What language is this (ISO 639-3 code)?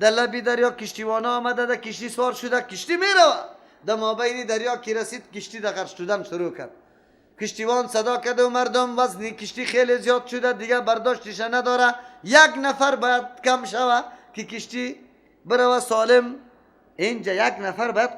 fas